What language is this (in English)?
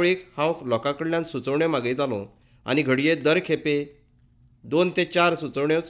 Konkani